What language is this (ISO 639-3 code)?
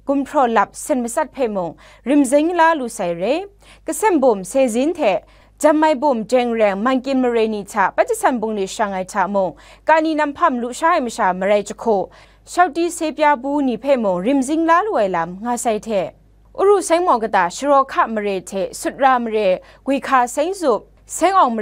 kac